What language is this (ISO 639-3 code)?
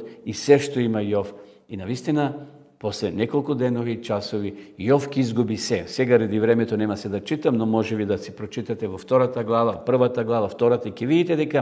mkd